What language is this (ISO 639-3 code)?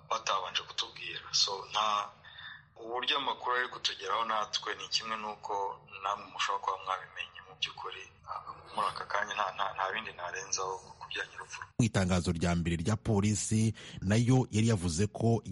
kin